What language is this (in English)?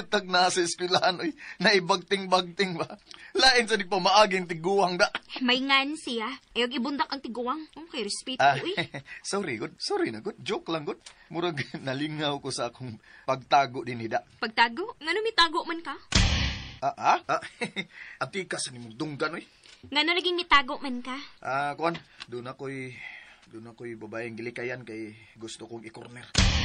Cebuano